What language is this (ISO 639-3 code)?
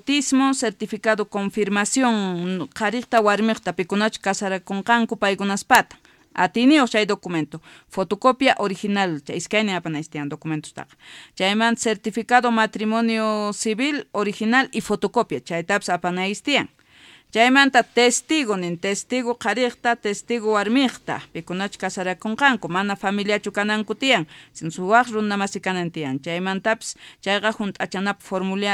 quh